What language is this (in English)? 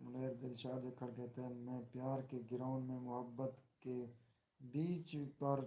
Saraiki